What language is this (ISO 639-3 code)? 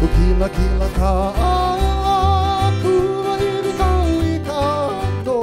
haw